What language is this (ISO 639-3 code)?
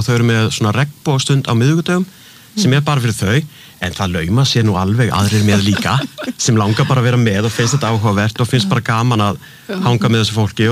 isl